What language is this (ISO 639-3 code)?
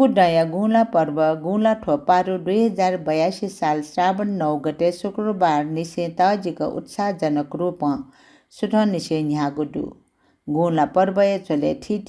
new